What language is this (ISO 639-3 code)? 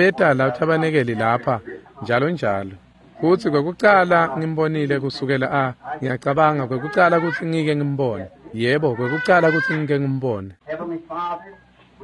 ssw